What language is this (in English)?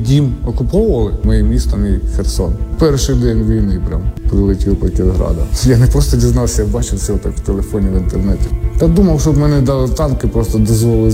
Ukrainian